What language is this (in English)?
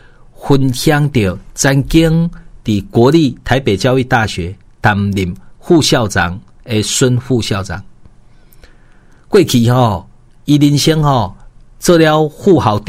Min Nan Chinese